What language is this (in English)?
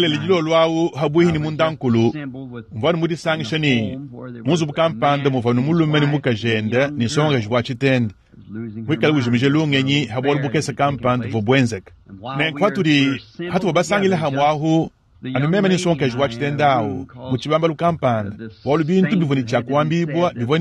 Luba-Lulua